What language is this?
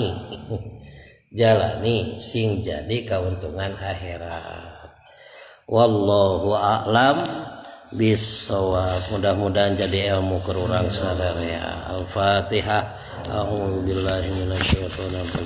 Sundanese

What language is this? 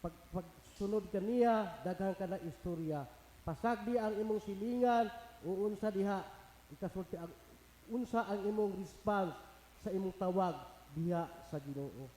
Cebuano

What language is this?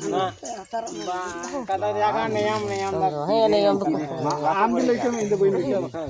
Santali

